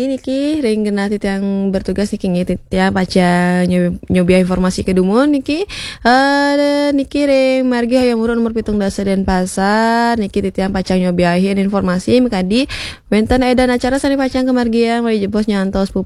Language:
Balinese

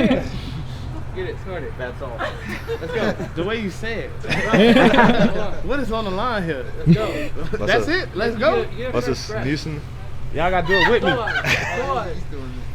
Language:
Bavarian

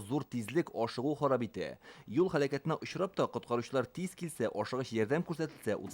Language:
Tatar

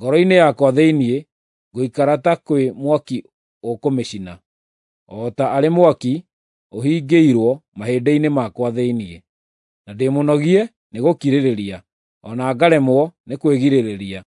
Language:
Kikuyu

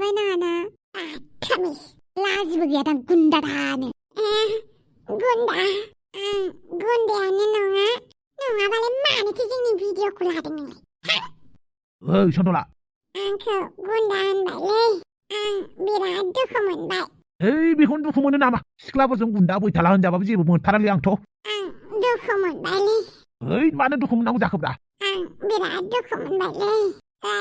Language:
Bodo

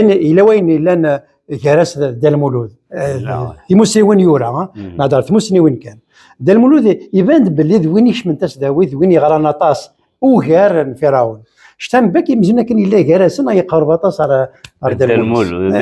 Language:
Kabyle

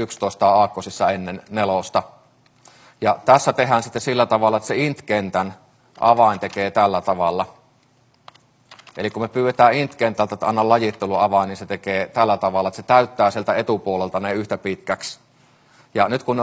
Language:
Finnish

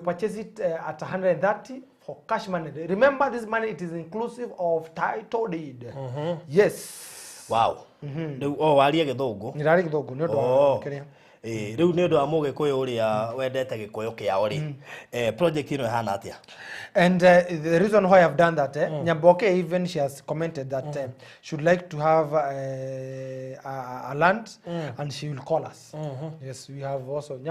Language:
Kikuyu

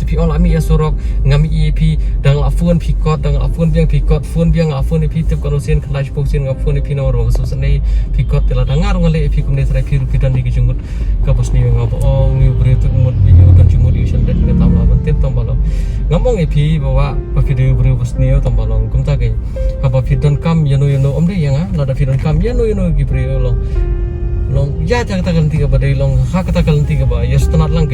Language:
Khasi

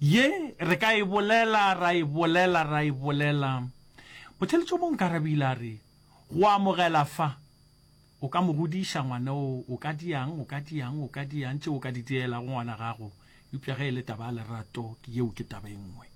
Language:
Northern Sotho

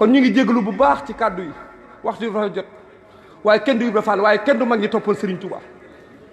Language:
Wolof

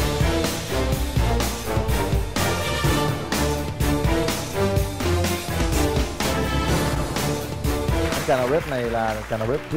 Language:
Vietnamese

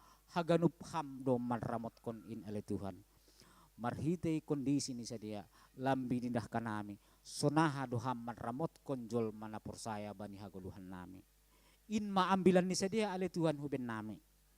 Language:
Batak Simalungun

